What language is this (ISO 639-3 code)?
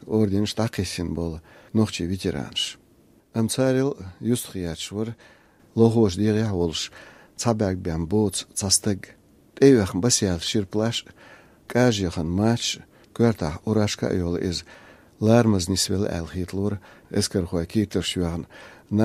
che